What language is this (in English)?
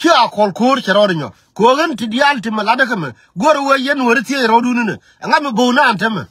Nuer